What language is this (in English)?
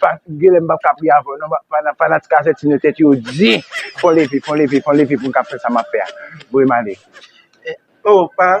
Haitian Creole